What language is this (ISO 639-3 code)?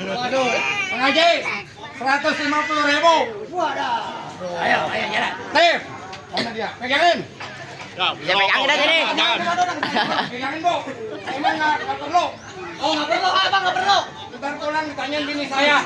bew